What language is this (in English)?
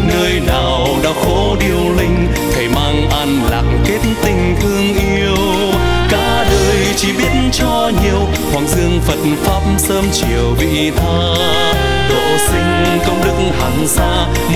Vietnamese